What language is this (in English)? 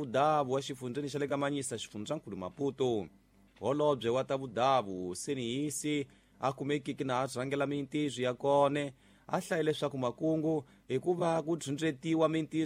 Tsonga